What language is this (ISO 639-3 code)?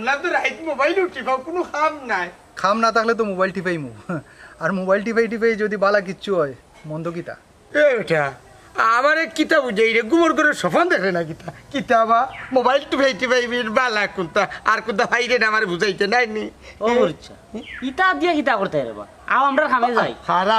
syl